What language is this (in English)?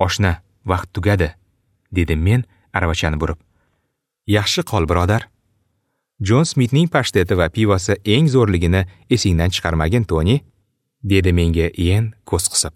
Uzbek